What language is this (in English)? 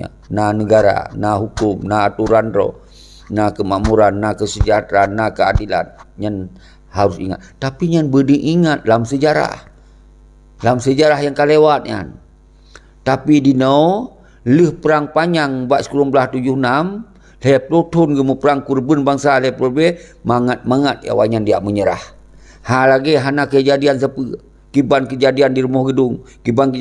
Achinese